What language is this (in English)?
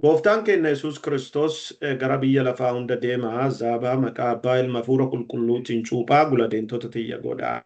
Oromo